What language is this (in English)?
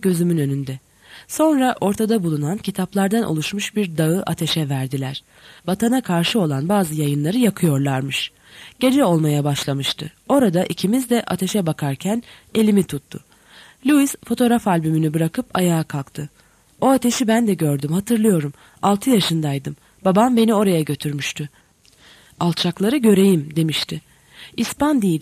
Turkish